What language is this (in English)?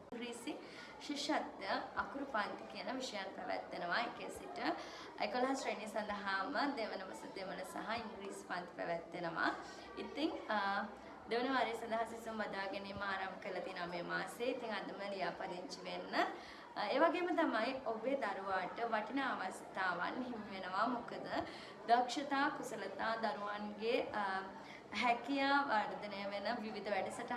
Sinhala